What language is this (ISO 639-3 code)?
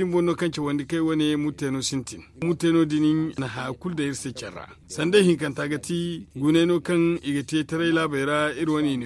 dje